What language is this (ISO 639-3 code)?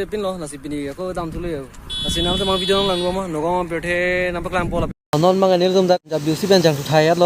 mjw